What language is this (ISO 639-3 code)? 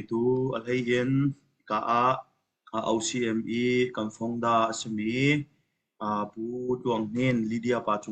cnh